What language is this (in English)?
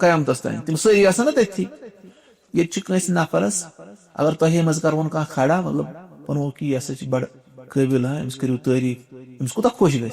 Kashmiri